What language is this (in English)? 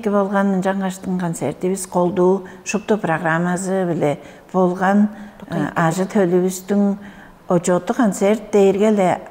Tuvinian